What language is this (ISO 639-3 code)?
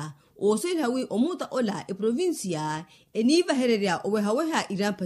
vmw